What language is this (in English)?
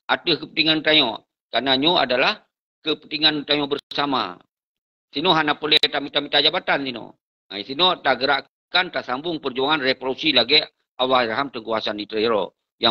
Achinese